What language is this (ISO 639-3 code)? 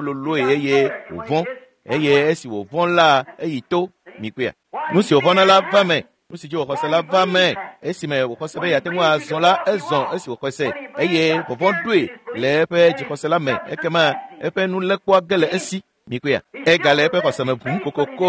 ewe